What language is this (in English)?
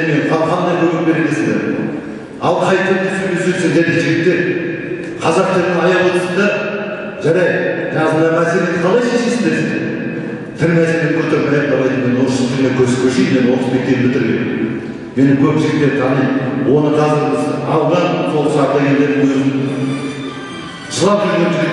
Kazakh